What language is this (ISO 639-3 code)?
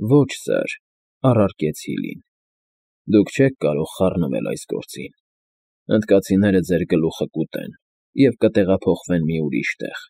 hye